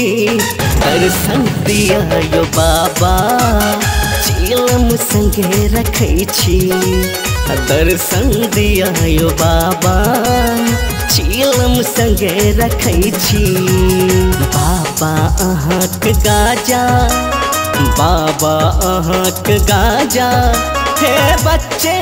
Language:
Maithili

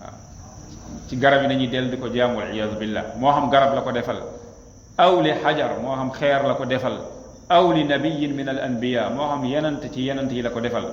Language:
Wolof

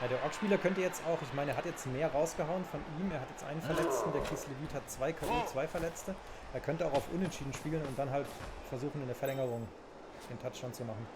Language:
Swiss German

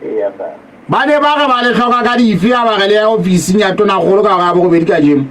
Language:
Southern Sotho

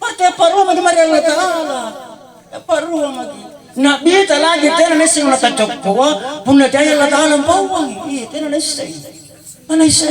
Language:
Makasar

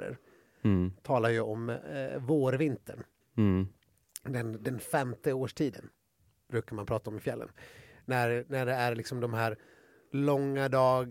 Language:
Swedish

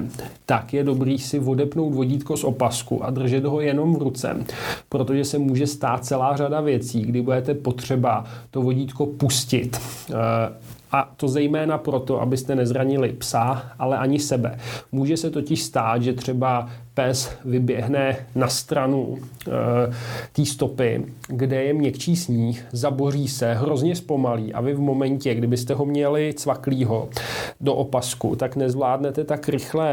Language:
Czech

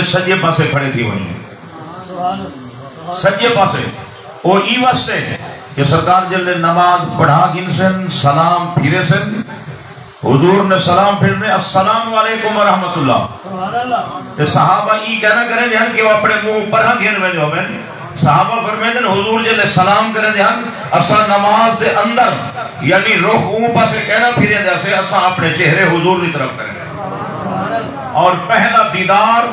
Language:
Saraiki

